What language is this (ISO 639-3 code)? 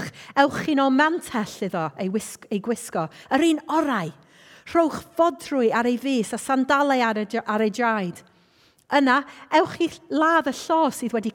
cym